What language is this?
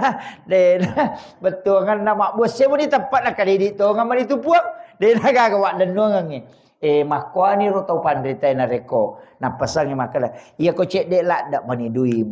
Buginese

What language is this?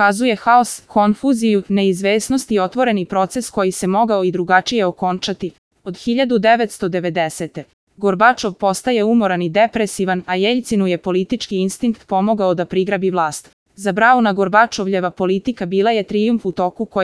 Serbian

